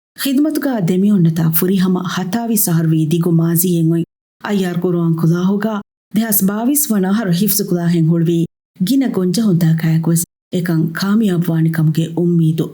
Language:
Divehi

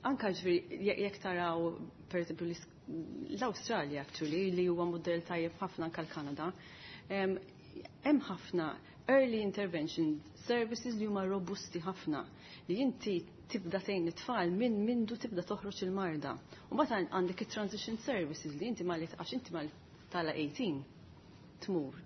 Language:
Maltese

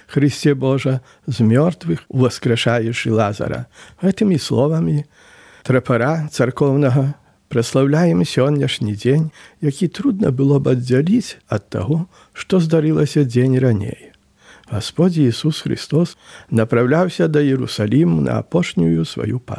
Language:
Belarusian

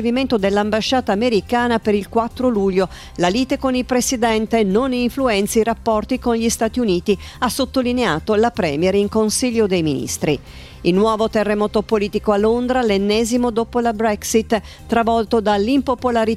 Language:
Italian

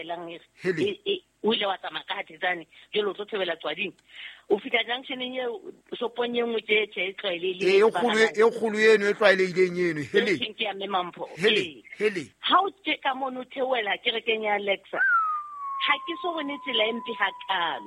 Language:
Southern Sotho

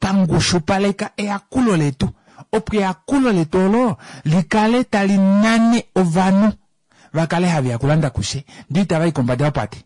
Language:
Kuanyama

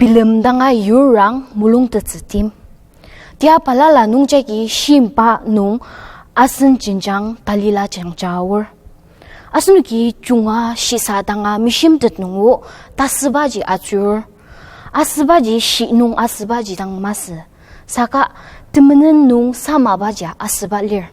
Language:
Ao Naga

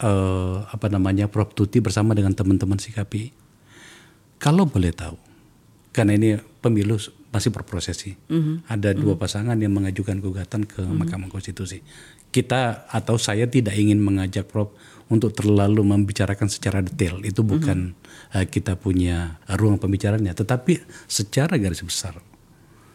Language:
Indonesian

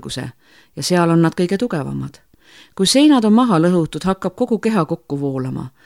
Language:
Estonian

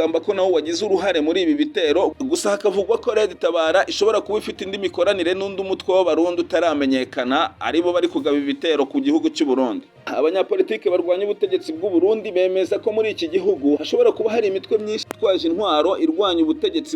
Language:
Kinyarwanda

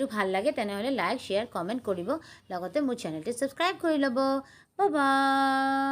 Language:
Assamese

